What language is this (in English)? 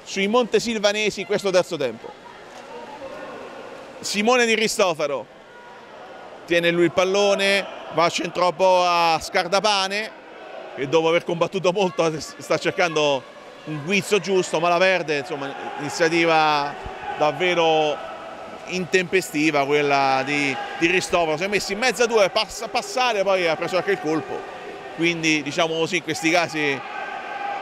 Italian